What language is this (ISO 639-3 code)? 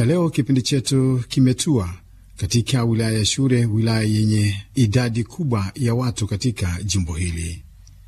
swa